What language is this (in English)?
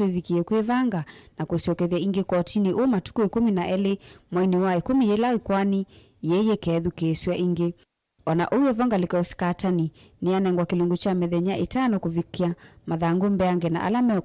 Kamba